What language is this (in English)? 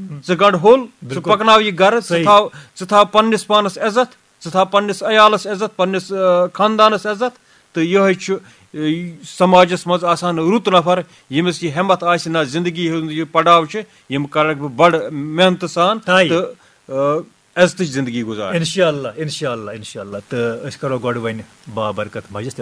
Kashmiri